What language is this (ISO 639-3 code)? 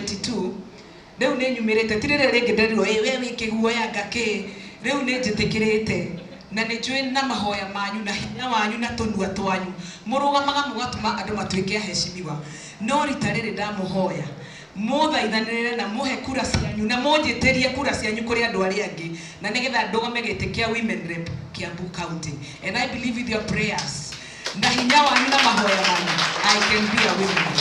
kik